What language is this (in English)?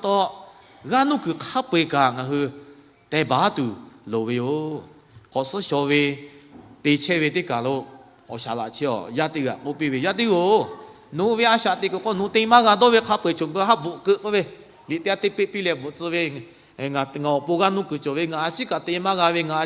Lahu